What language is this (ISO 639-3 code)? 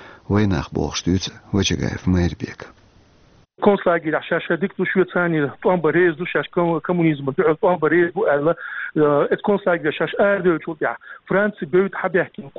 che